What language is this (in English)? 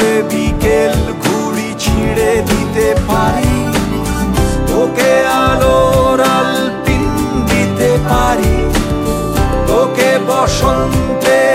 Bangla